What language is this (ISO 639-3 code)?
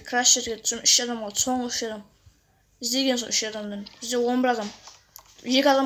kaz